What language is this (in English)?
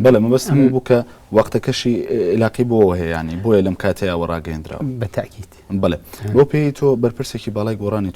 Central Kurdish